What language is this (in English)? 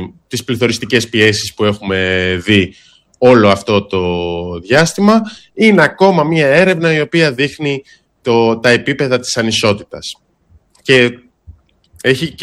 Greek